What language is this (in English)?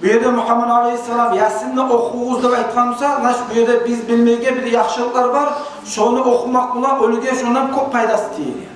Kumyk